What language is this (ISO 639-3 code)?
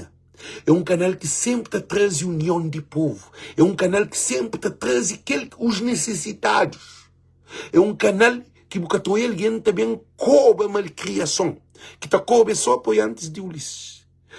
kea